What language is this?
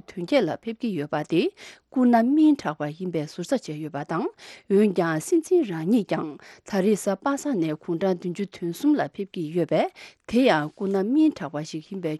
Tibetan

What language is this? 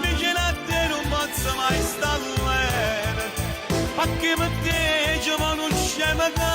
Neapolitan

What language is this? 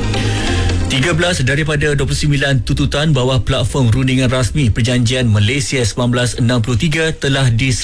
Malay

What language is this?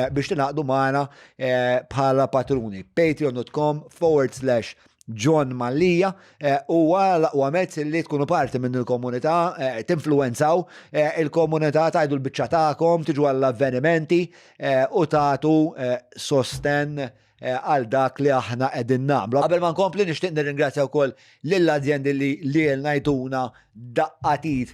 Maltese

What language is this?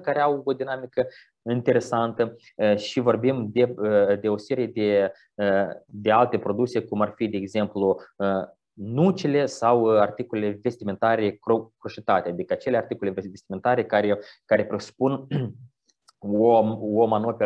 Romanian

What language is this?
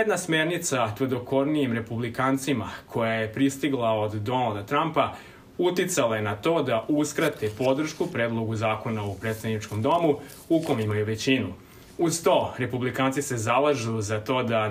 Serbian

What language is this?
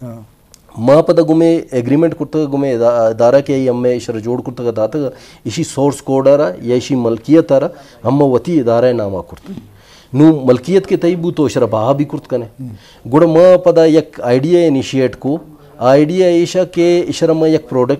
Baluchi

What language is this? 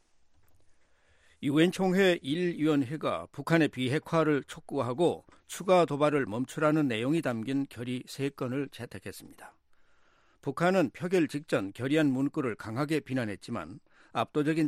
Korean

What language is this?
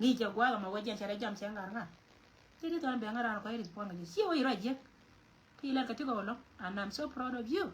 Nuer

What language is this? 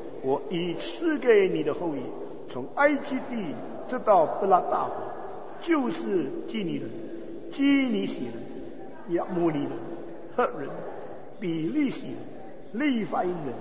Chinese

